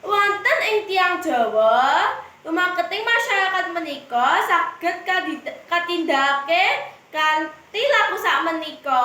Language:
Javanese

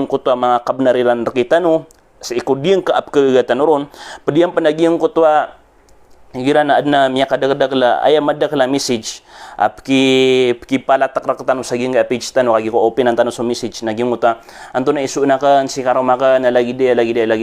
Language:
Maranao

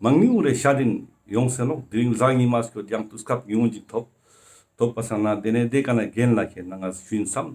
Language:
Ladakhi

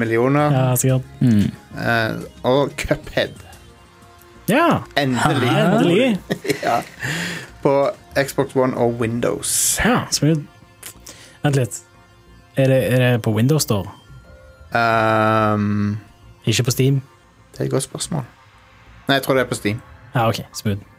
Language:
Norwegian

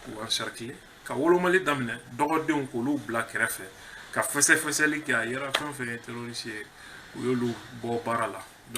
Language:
Bambara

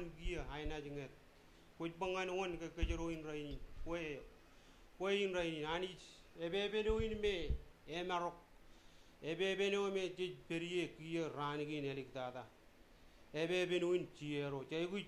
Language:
Marshallese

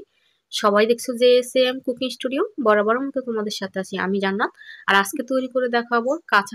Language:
Bangla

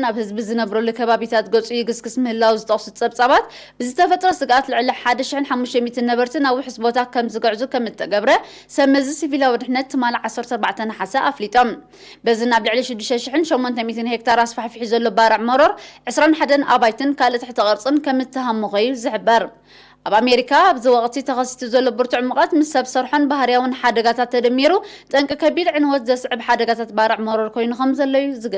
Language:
Tigrinya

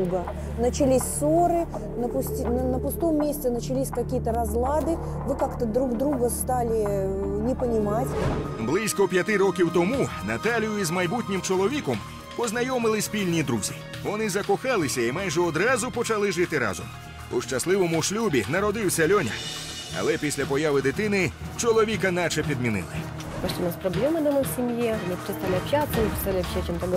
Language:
Ukrainian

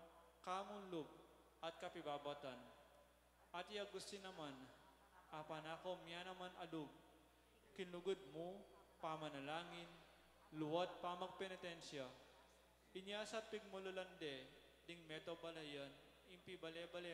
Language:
Pampanga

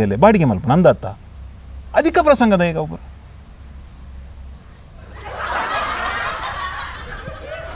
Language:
Tulu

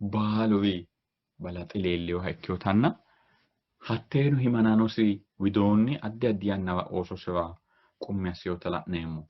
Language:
Sidamo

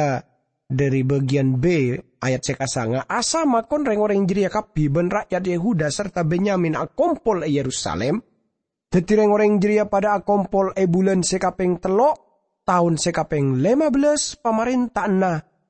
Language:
Madurese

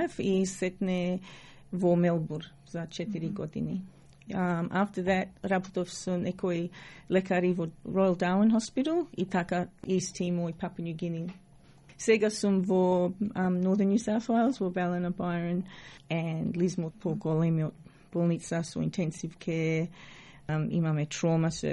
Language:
Macedonian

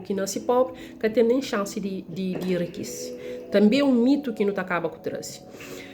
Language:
Kabuverdianu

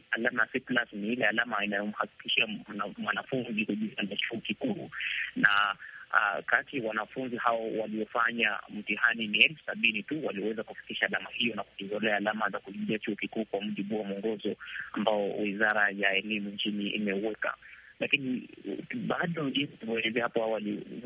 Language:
Swahili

